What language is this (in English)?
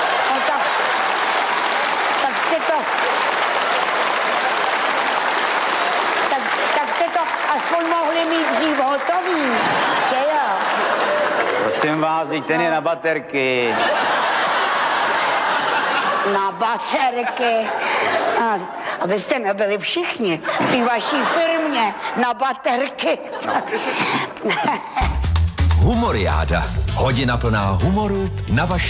Czech